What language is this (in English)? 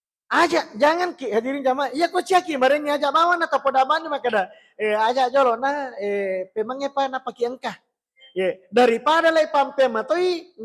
Buginese